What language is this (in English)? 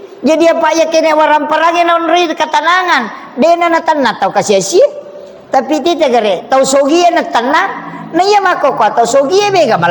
Buginese